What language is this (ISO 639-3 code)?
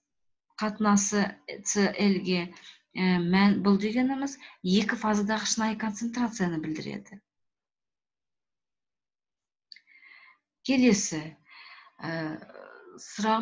kaz